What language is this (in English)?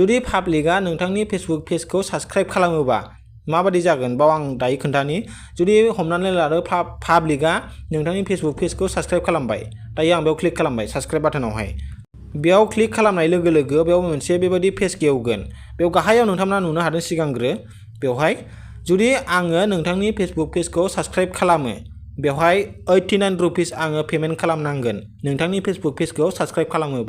Bodo